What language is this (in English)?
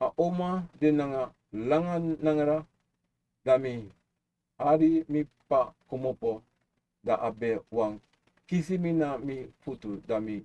Sranan Tongo